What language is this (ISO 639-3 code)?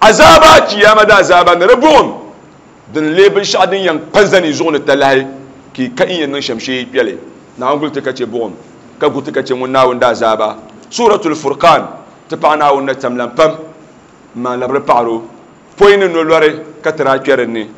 dag